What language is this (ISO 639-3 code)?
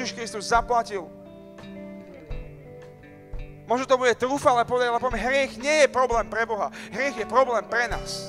slk